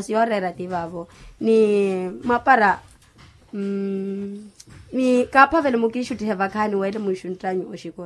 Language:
Makhuwa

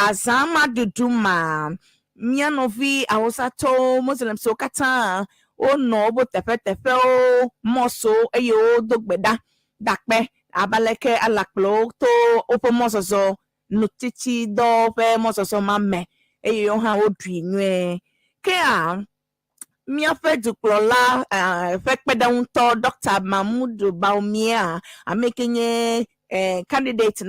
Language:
Ewe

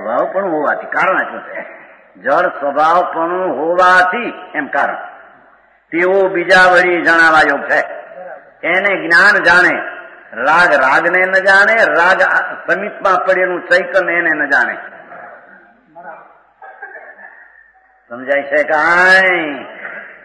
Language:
Gujarati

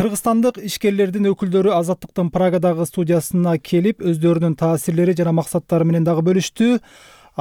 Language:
Kyrgyz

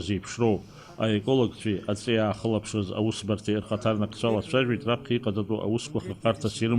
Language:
Abkhazian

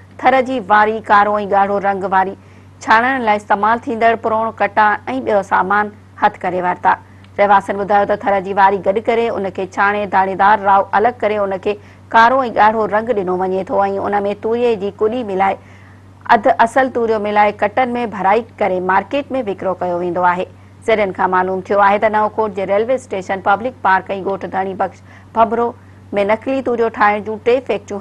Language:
Sindhi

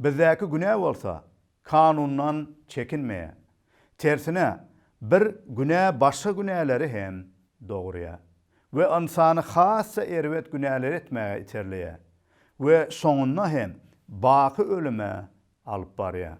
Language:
Turkmen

